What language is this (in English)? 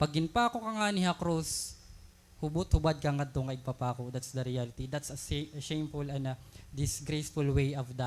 Waray